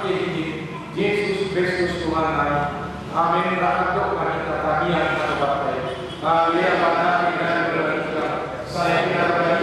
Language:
Batak Toba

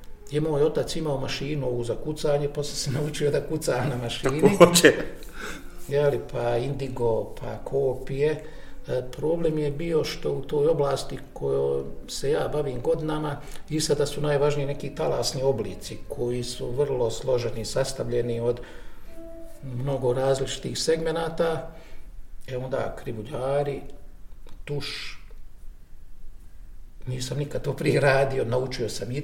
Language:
Bosnian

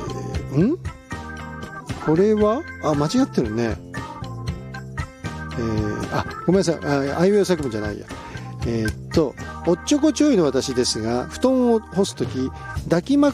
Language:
Japanese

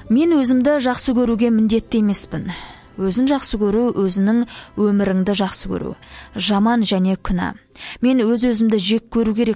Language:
Kazakh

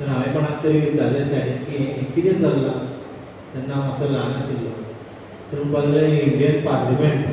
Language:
Konkani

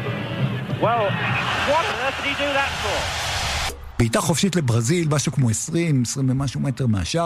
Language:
Hebrew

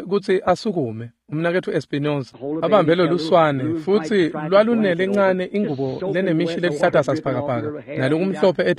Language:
Swati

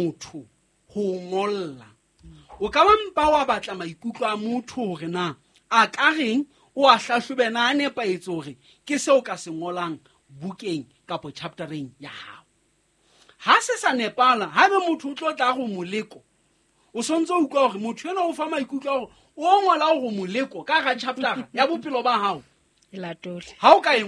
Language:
Southern Sotho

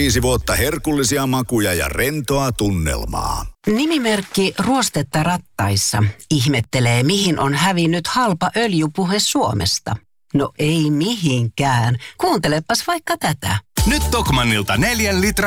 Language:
Finnish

